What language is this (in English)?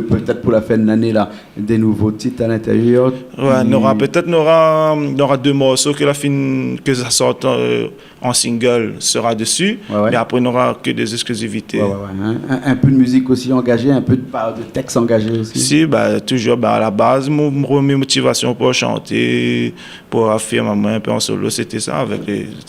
Réunion Creole French